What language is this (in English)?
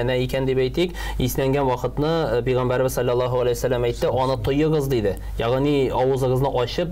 Tatar